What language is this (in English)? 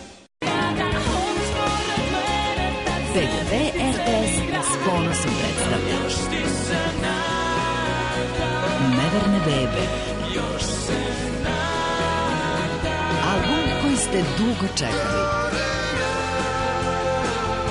Serbian